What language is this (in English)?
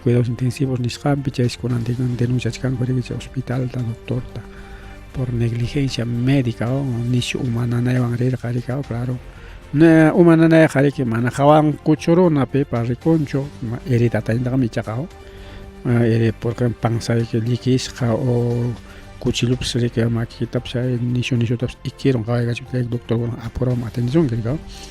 Ayacucho Quechua